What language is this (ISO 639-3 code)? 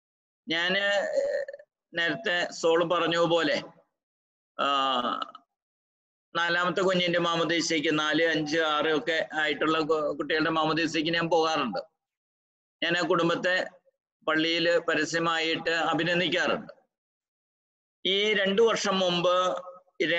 mal